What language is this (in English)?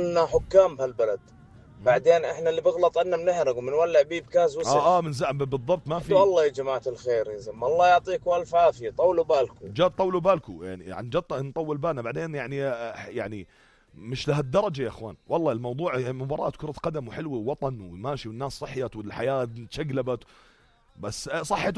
North Levantine Arabic